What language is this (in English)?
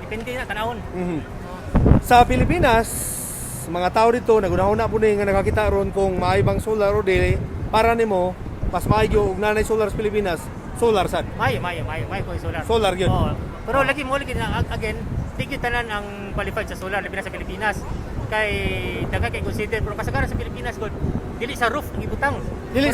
Cebuano